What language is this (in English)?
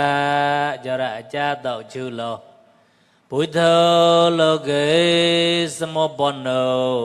Mon